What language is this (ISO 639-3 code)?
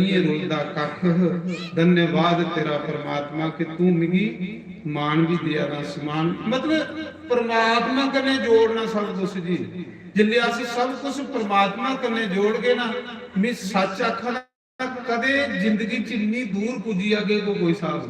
doi